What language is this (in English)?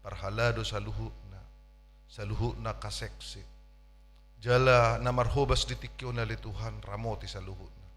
Batak Toba